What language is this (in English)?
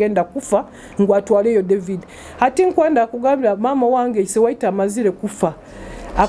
Nyoro